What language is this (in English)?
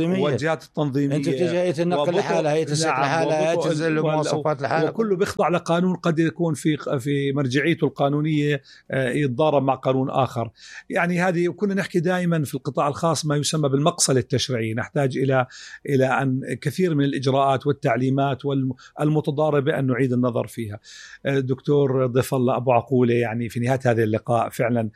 North Levantine Arabic